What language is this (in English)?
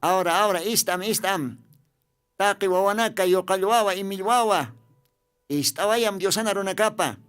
Aymara